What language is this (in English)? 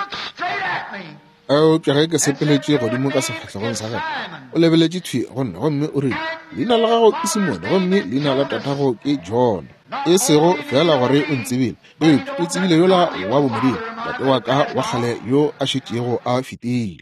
Northern Sotho